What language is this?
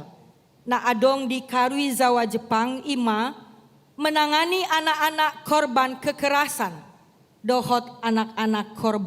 Batak Toba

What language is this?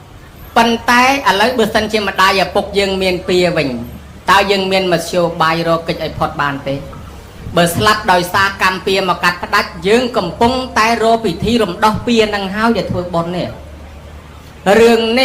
Khmer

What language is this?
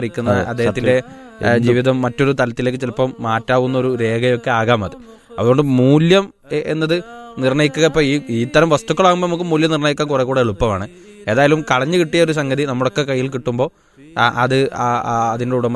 Malayalam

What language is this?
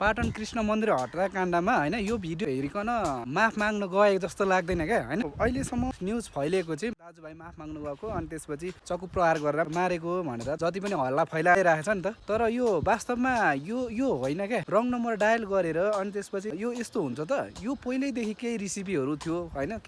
Nepali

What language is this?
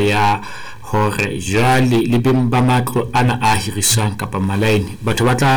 Southern Sotho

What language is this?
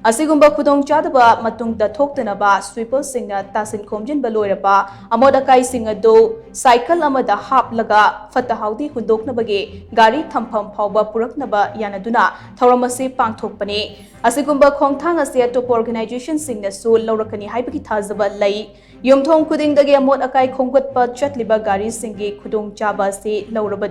Manipuri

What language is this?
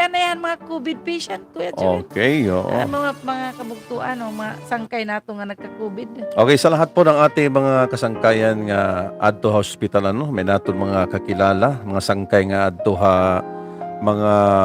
Waray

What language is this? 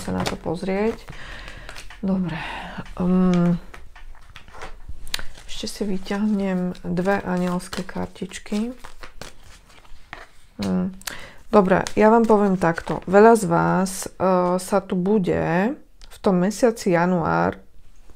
Slovak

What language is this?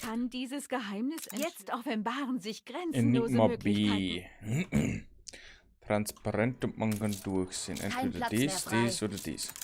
Bavarian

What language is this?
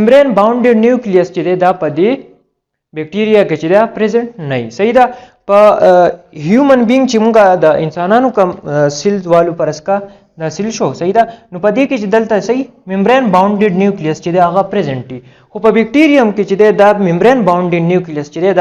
Pashto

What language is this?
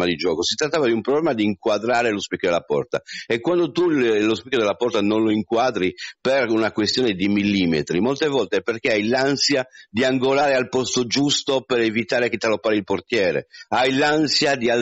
Italian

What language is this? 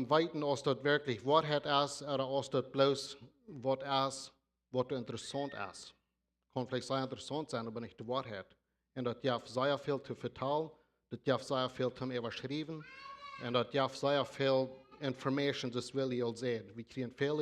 Plautdietsch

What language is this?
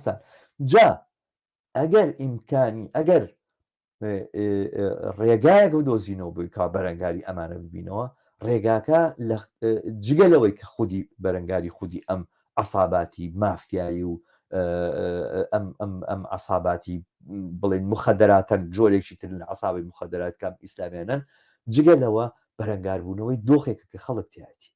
Central Kurdish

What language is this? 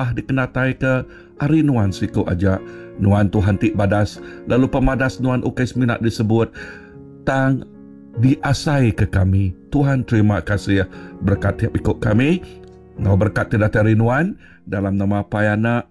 Iban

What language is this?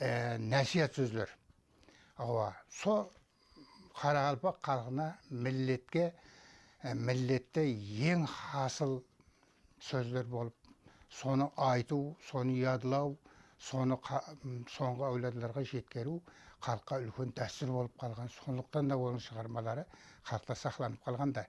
Kara-Kalpak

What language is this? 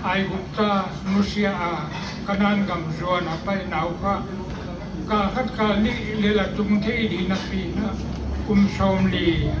Paite Chin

